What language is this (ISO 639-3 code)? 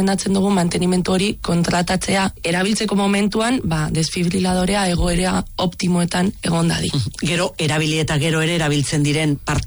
eus